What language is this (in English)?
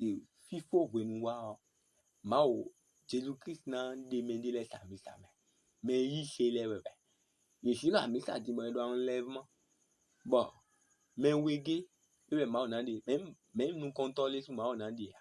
Fon